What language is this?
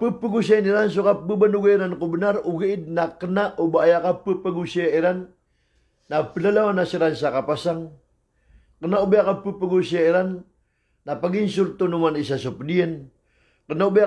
Maranao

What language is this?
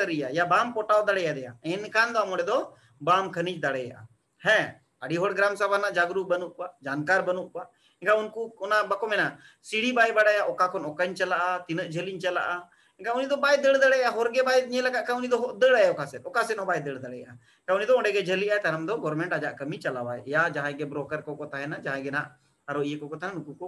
Santali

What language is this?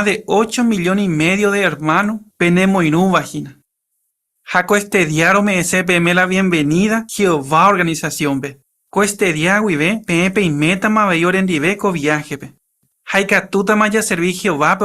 Guarani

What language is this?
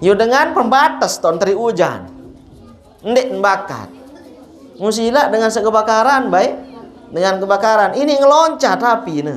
Sasak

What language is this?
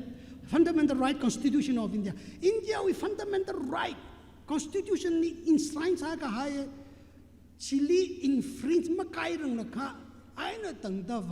Tangkhul Naga (India)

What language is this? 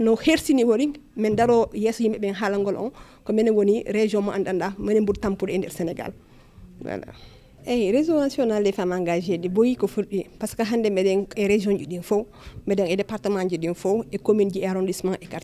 Fula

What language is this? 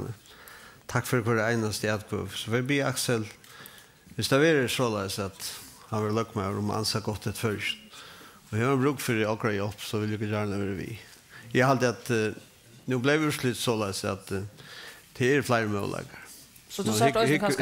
Faroese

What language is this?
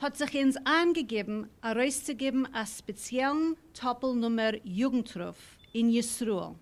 Yiddish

